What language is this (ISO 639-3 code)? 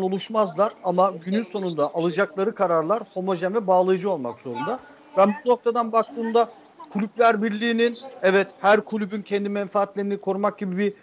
tur